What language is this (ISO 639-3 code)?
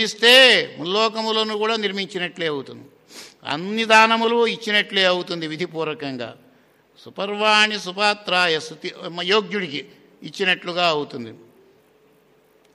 tel